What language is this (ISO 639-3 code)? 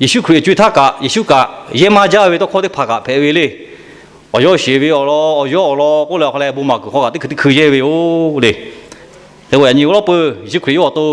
lhu